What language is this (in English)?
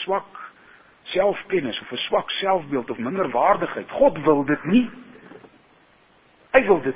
Afrikaans